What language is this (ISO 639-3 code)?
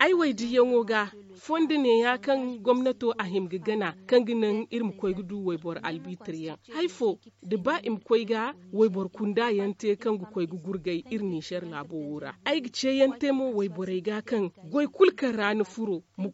dje